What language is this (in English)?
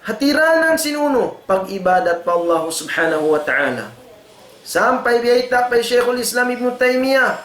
Tausug